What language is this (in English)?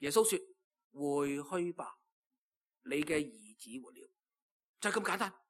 Cantonese